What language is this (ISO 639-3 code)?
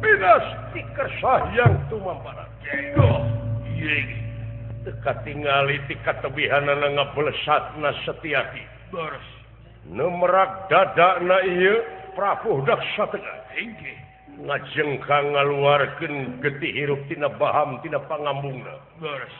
sun